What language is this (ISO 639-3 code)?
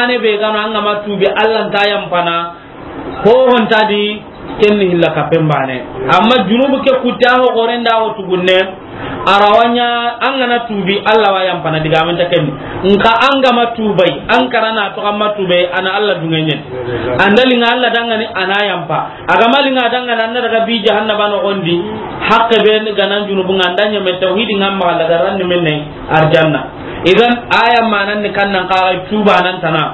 snk